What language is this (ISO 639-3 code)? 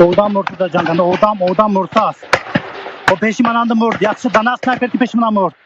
tgk